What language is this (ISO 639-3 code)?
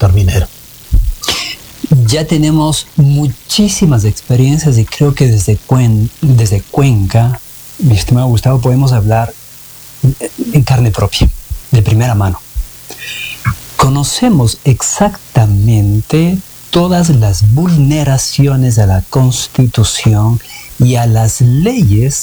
spa